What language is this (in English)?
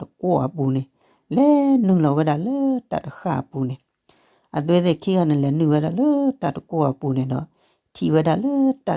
S'gaw Karen